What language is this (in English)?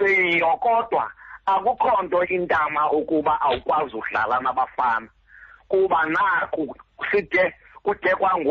Xhosa